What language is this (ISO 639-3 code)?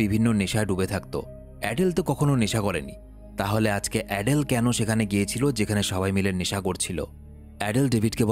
ben